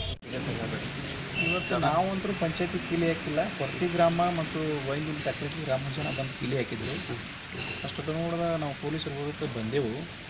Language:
Kannada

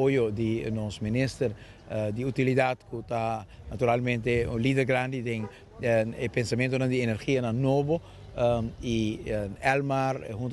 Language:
Papiamento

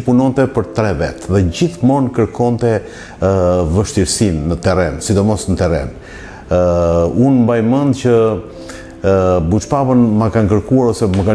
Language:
Albanian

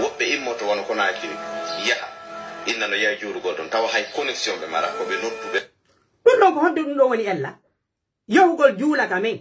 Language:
Pular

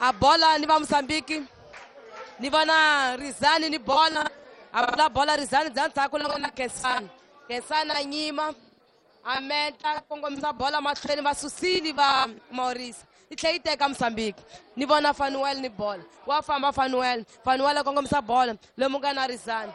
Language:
Tsonga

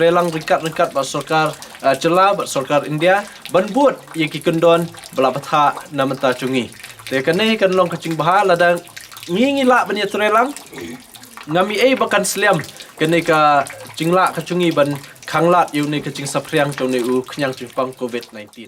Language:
Khasi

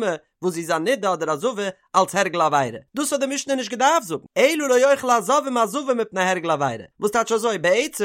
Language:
Yiddish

